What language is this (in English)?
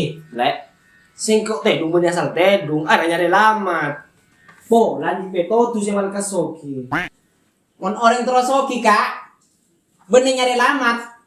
Madurese